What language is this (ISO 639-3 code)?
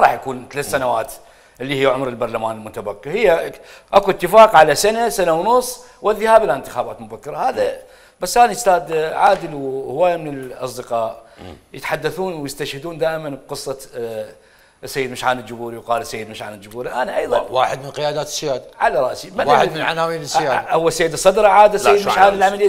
acm